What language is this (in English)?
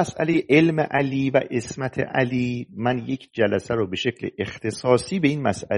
Persian